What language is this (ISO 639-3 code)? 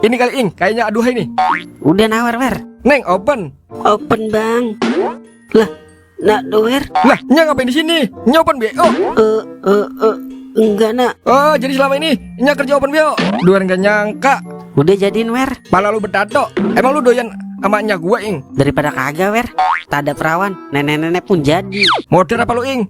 bew